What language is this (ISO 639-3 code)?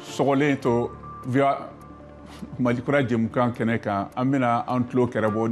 bam